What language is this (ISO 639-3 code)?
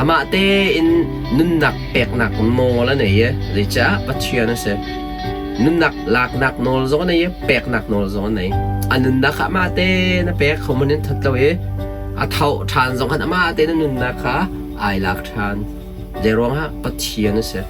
cnh